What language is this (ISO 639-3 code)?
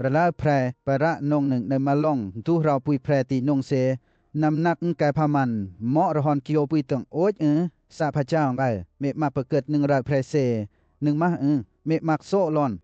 lcp